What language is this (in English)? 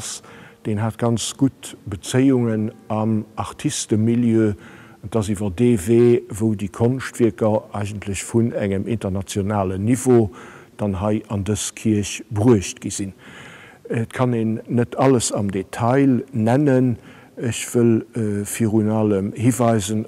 Luxembourgish